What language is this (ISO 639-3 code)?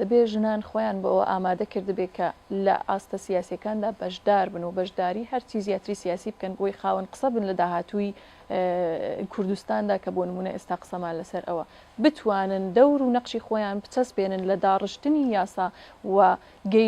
ckb